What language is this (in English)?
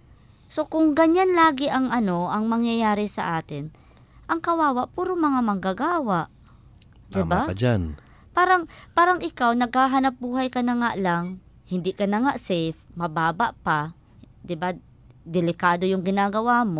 Filipino